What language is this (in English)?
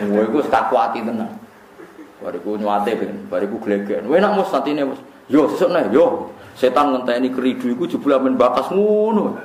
Javanese